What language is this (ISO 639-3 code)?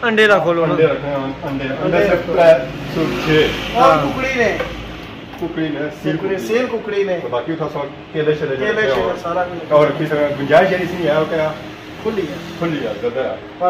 phr